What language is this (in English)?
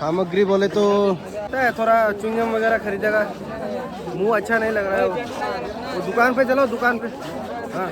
Kok Borok